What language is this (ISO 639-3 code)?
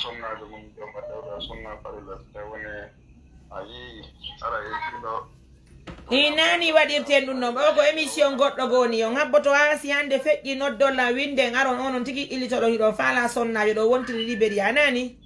ful